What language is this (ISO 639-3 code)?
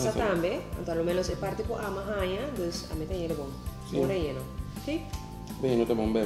pap